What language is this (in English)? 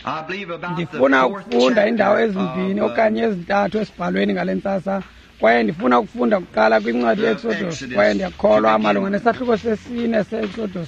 Xhosa